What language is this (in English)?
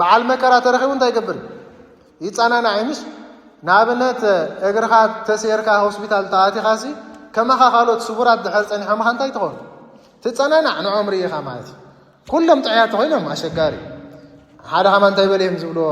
Tigrinya